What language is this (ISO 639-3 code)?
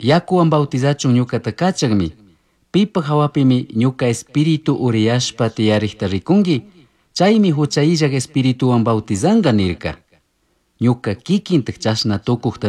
qug